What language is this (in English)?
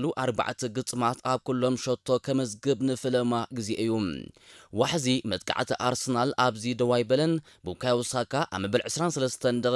Tigrinya